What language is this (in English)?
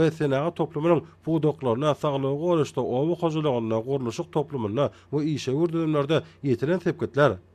Turkmen